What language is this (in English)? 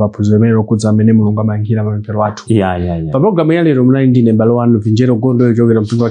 Nyanja